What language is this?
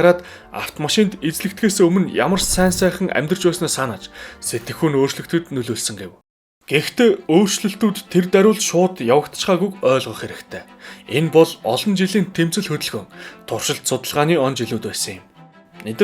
Mongolian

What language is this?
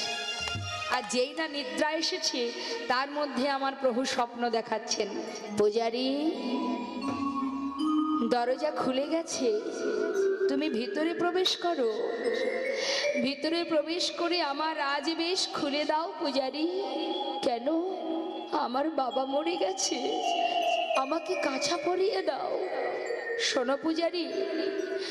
Bangla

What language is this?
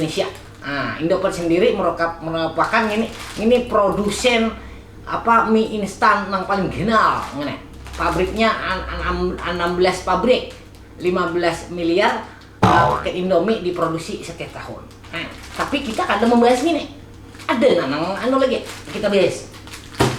Banjar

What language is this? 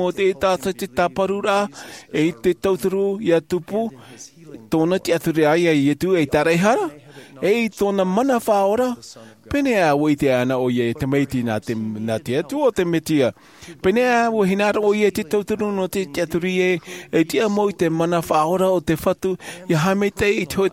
Tahitian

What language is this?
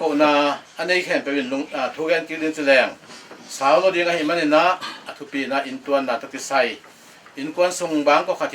Tedim Chin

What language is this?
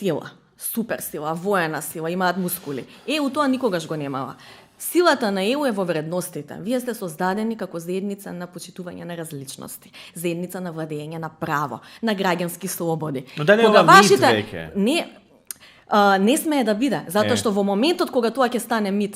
Macedonian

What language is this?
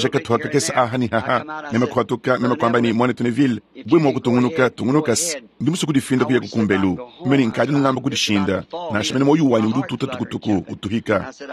Luba-Lulua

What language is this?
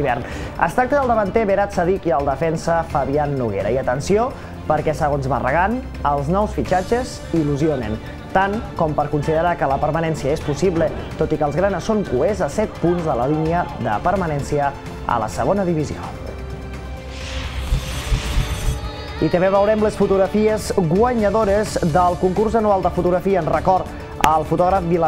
Catalan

